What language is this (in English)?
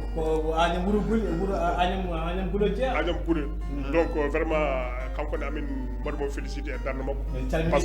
Fula